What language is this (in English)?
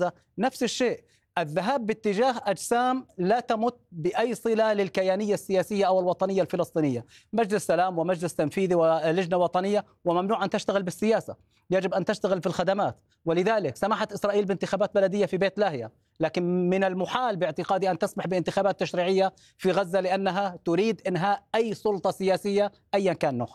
Arabic